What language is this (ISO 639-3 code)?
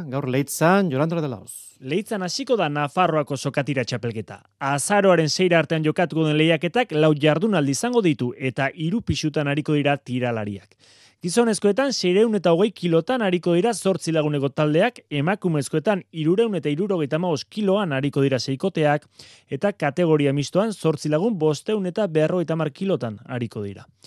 eus